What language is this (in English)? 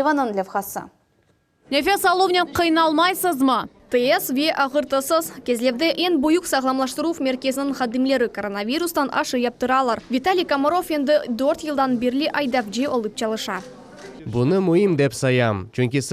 Crimean Tatar